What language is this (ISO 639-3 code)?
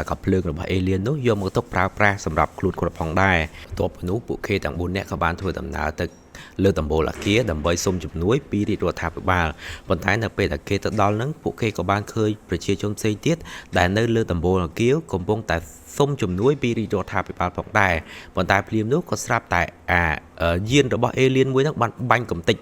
khm